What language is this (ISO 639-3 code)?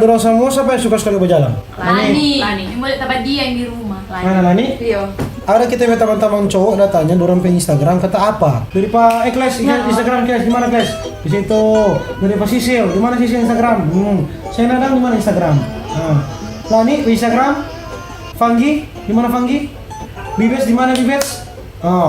xmm